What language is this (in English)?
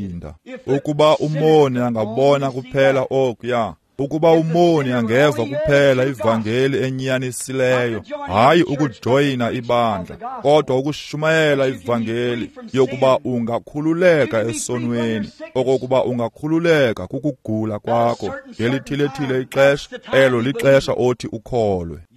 Xhosa